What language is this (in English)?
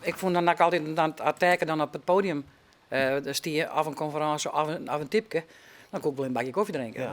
Western Frisian